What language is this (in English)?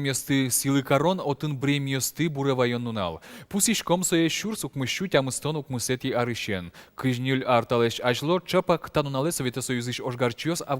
Udmurt